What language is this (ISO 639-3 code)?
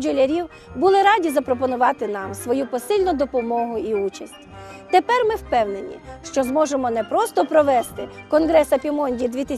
ukr